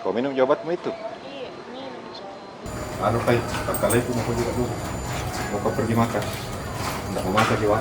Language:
Makassar Malay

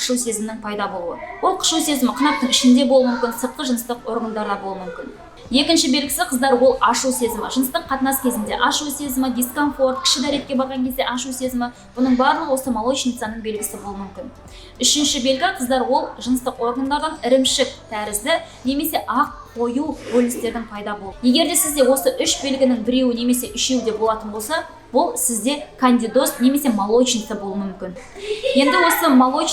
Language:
Kazakh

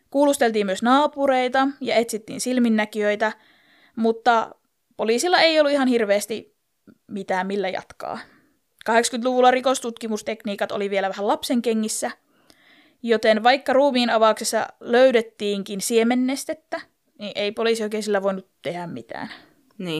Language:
Finnish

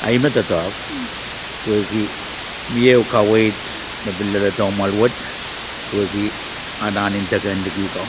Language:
Pohnpeian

